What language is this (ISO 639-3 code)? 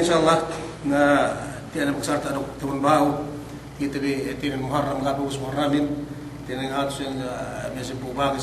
yka